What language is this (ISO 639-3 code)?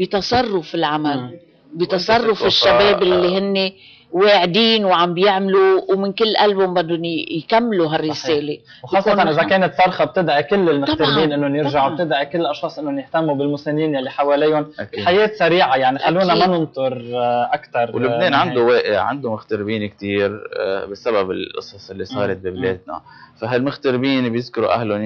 apc